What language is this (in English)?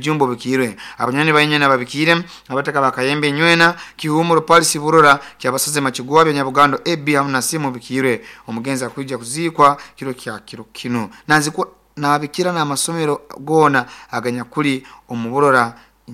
Nyoro